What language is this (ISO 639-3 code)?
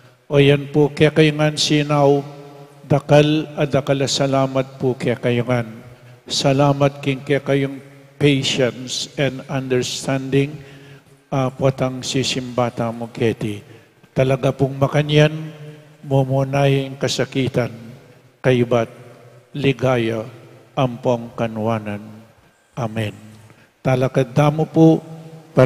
pam